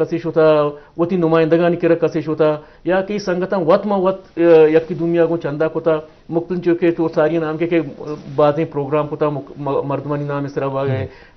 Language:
Baluchi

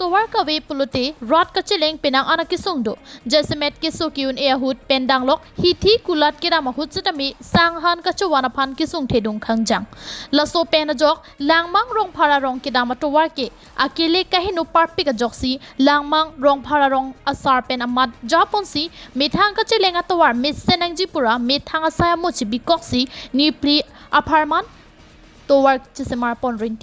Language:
Karbi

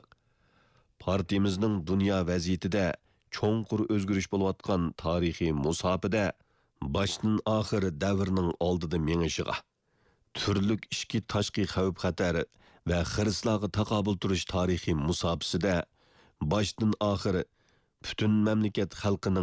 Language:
Uyghur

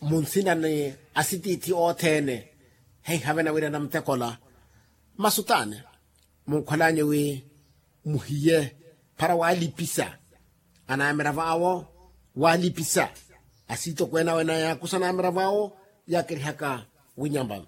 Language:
Makhuwa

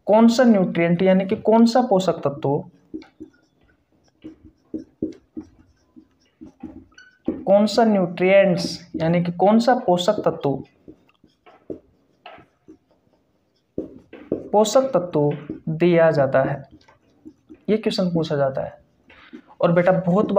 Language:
Hindi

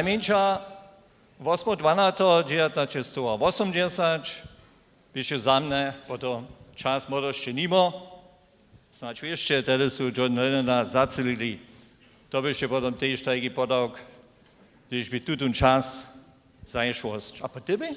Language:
Upper Sorbian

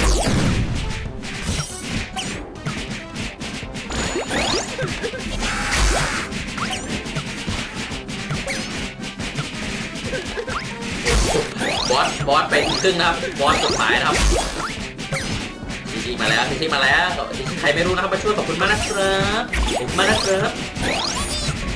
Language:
Thai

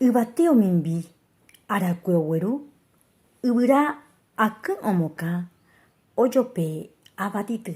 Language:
Guarani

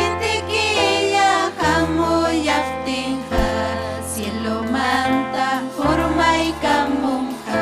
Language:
Ayacucho Quechua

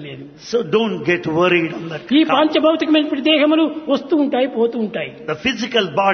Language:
Telugu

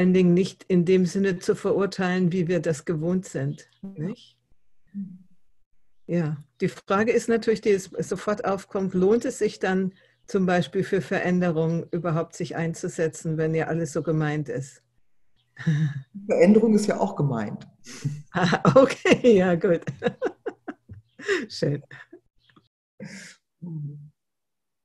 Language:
German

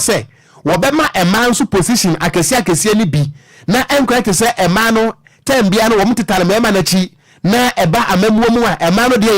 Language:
Akan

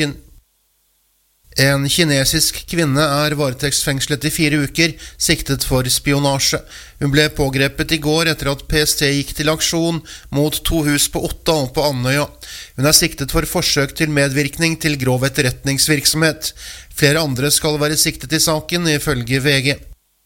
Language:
Norwegian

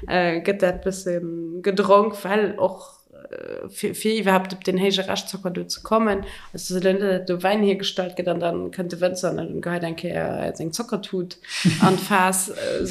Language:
Luxembourgish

